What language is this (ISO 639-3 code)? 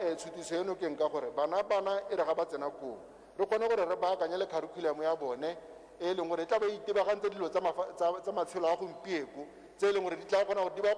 tsn